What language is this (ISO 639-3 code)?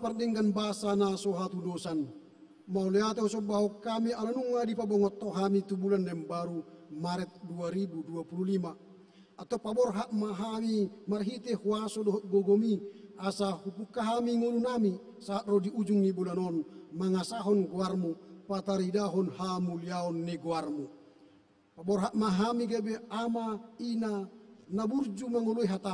bbc